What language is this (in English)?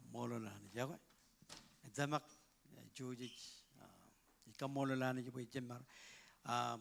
Marshallese